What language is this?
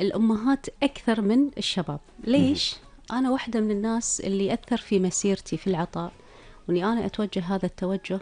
Gulf Arabic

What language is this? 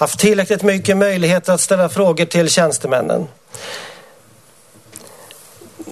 Swedish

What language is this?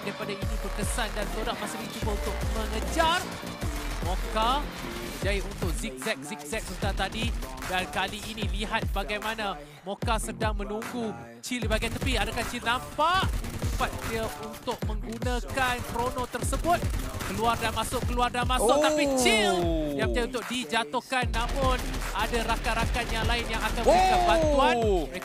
Malay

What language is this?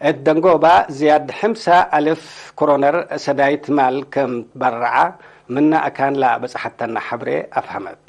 Tigre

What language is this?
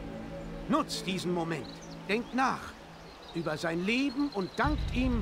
German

